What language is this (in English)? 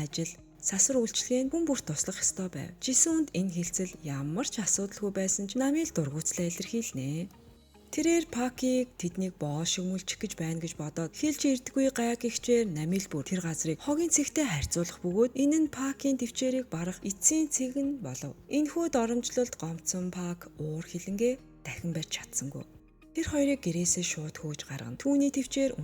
Mongolian